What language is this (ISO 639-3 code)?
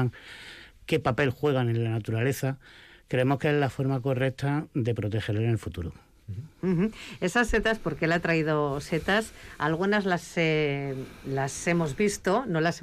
spa